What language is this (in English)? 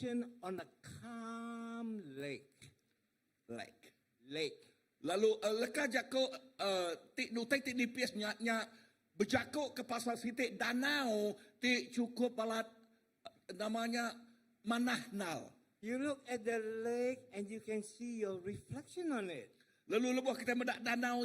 Iban